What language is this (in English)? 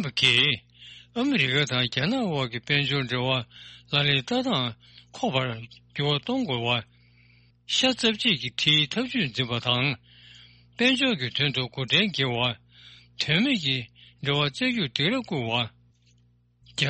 Tibetan